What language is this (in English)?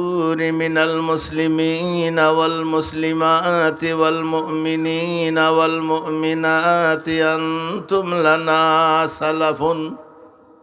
Sylheti